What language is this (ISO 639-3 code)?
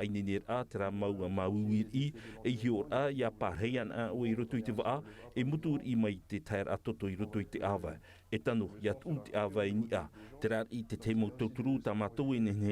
tah